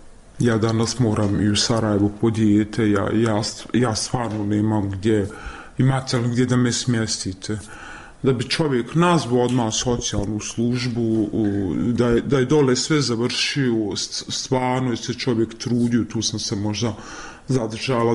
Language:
Bosnian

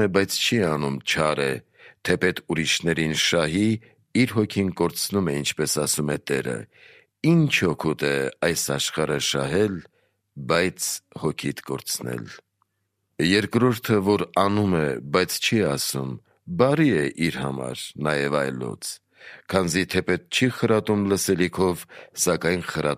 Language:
Armenian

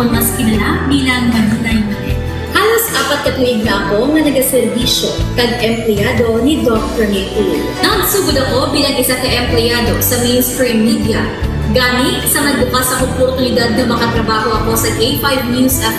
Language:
Hiligaynon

